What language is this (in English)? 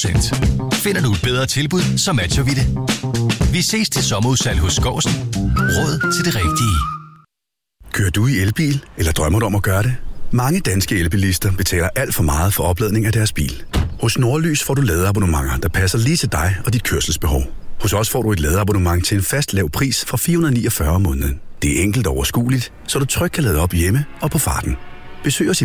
Danish